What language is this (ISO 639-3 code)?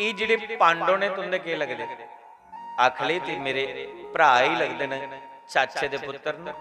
doi